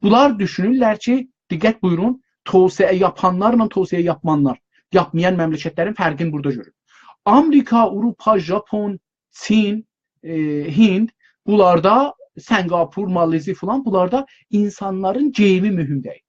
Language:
South Azerbaijani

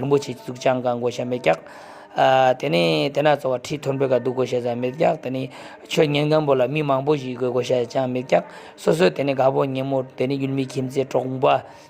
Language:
Ladakhi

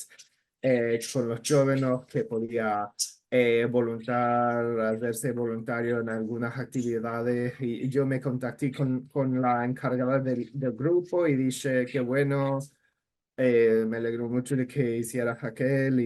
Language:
Ladino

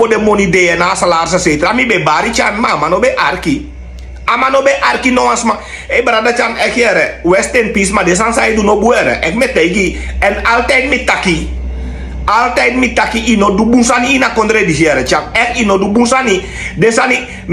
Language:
Sranan Tongo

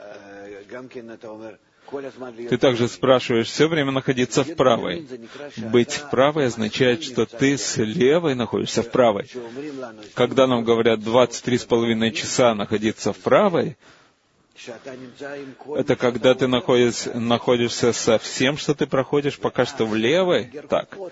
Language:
Russian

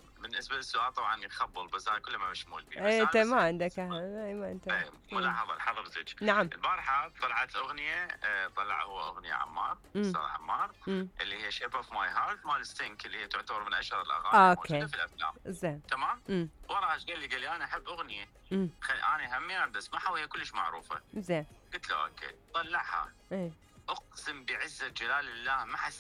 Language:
Mesopotamian Arabic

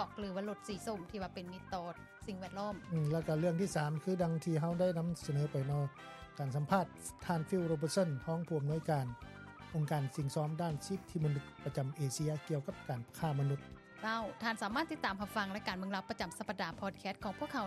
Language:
Lao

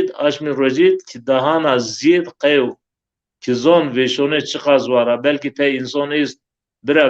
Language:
Zaza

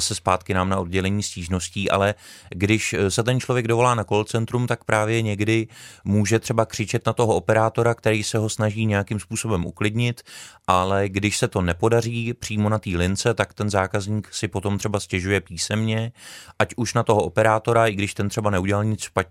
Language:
Czech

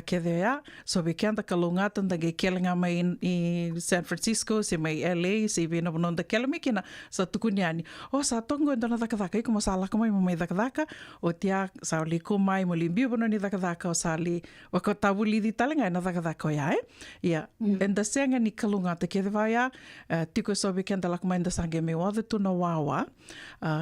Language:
Fijian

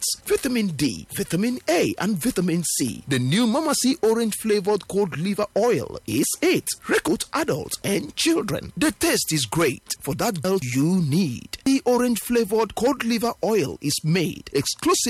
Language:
English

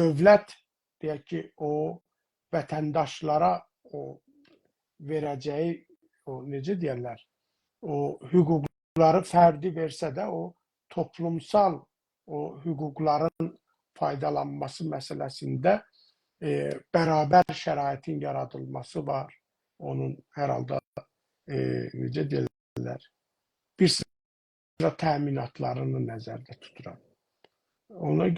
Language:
South Azerbaijani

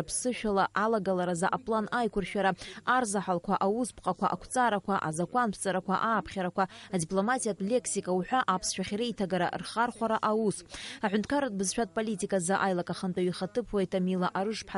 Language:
Abkhazian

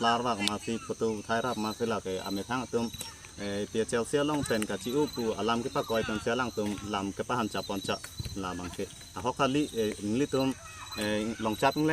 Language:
Karbi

